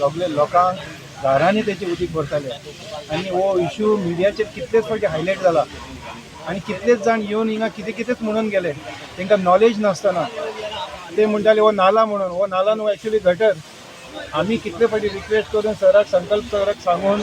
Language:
Konkani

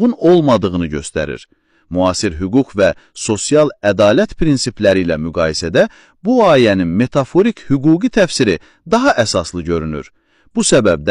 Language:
Azerbaijani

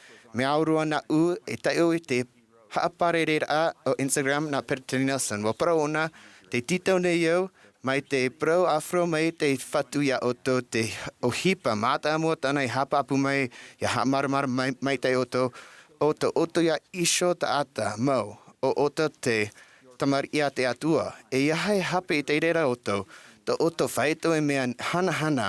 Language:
Tahitian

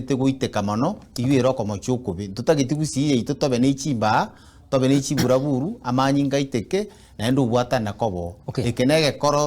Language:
Gusii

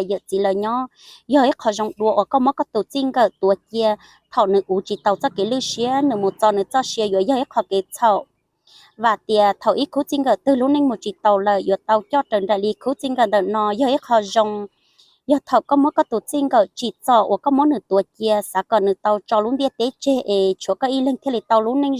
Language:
Hmong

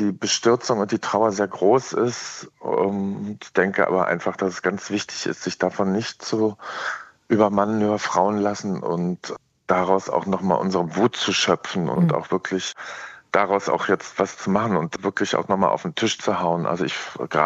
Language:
German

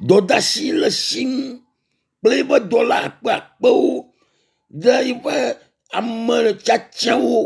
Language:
Ewe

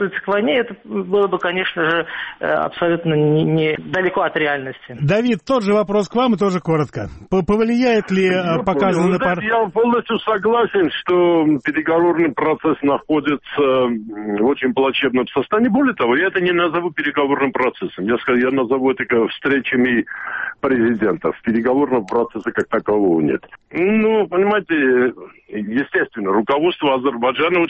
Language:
Russian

